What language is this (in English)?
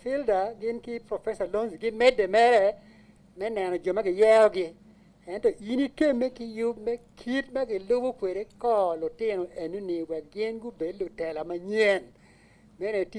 Acoli